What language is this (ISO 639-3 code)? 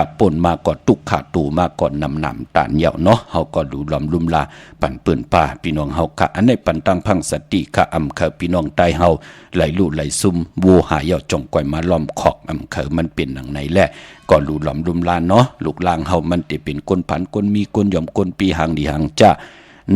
shn